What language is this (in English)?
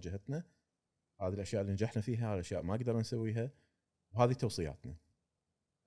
Gulf Arabic